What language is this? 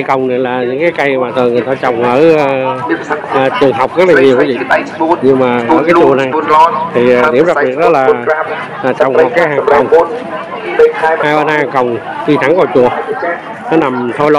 Vietnamese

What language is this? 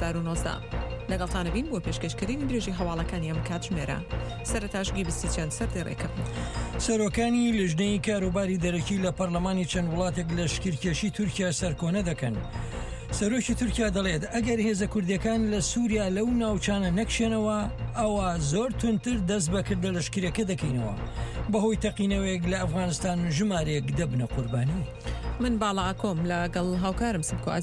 Central Kurdish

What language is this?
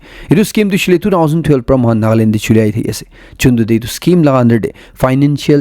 Naga Pidgin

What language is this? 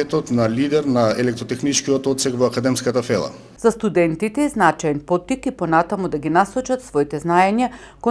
Macedonian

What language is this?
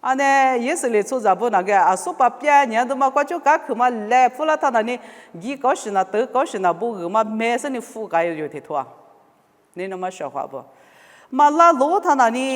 Lisu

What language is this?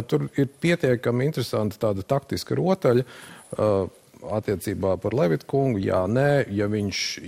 Latvian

